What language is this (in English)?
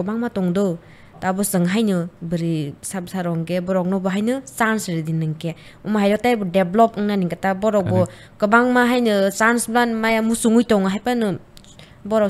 Kok Borok